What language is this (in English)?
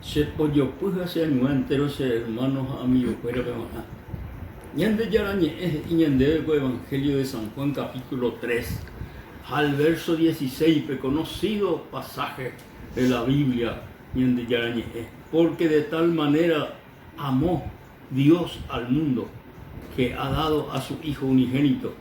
Guarani